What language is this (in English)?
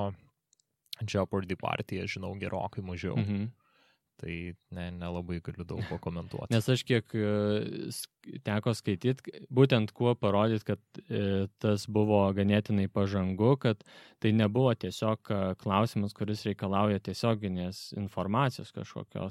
Lithuanian